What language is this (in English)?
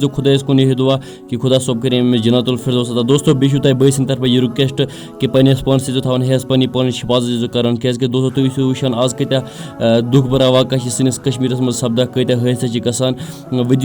Kashmiri